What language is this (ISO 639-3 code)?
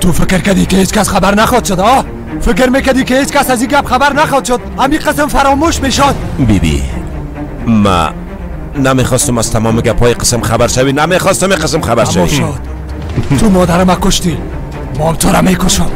fas